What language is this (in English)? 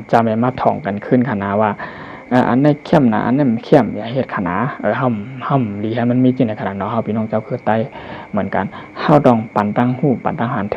Shan